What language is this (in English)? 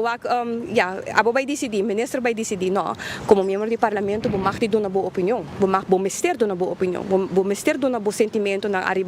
Papiamento